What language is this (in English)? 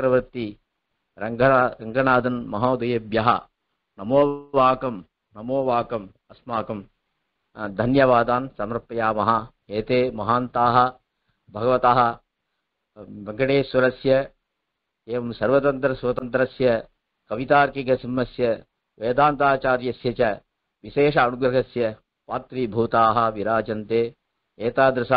Sanskrit